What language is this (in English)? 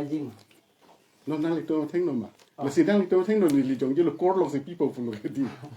Karbi